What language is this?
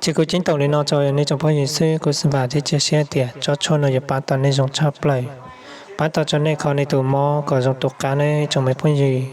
Hmong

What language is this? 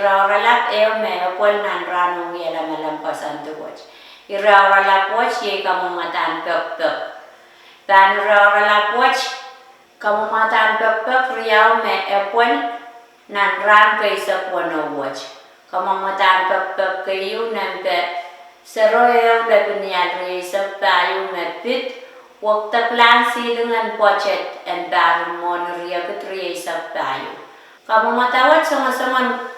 Pohnpeian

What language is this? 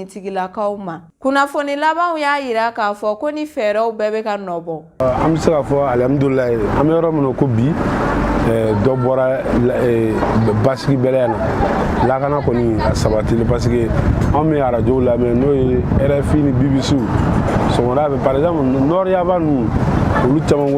Bambara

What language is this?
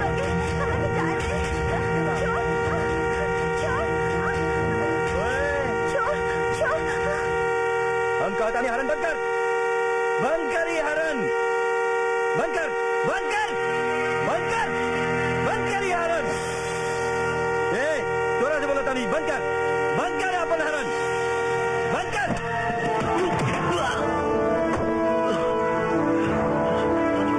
Bhojpuri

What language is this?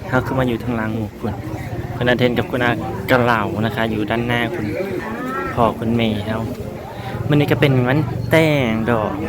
Northeastern Thai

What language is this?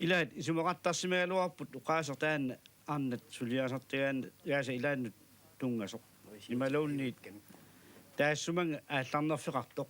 Kalaallisut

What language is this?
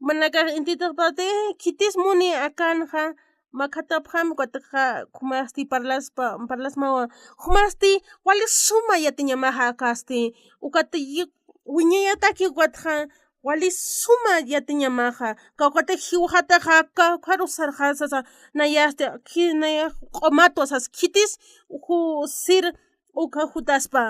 Aymara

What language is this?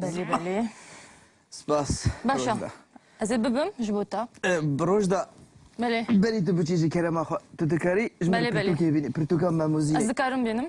Kurdish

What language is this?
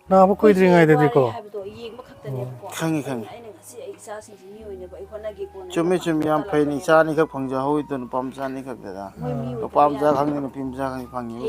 Manipuri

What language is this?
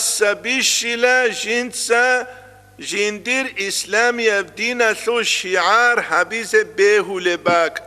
Avaric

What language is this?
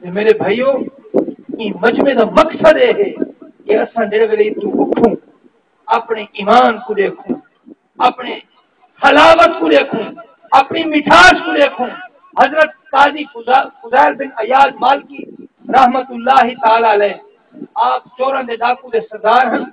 Saraiki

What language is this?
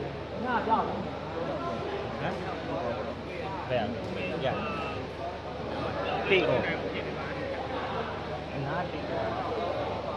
Burmese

